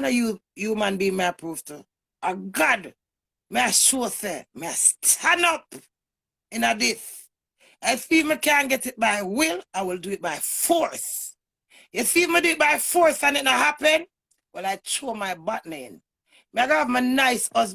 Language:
Jamaican Creole English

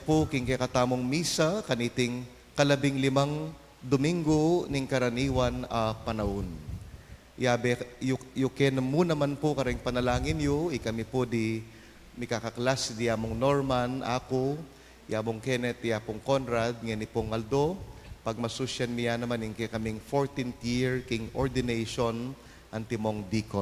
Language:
Pampanga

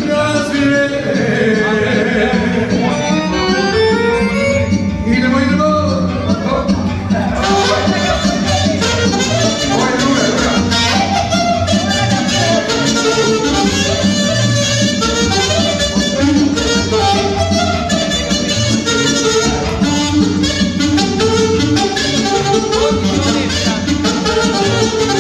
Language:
Serbian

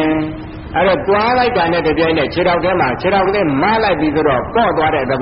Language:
Burmese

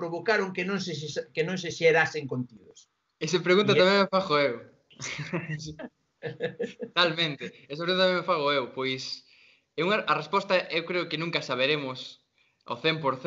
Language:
Galician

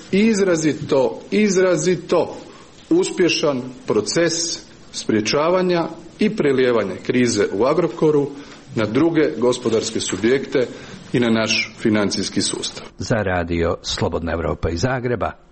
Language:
Croatian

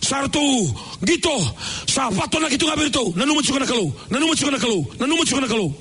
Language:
Fijian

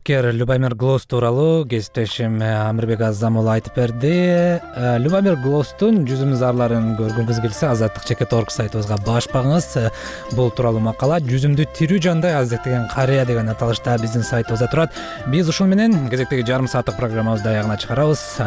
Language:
Kyrgyz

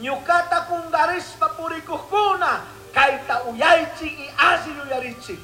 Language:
Chimborazo Highland Quichua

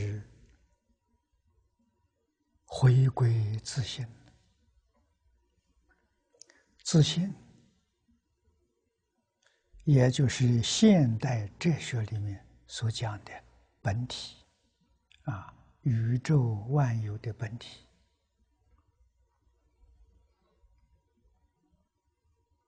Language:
Chinese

